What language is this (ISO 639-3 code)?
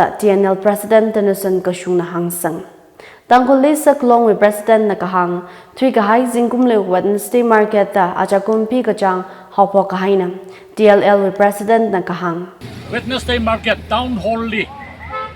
nmf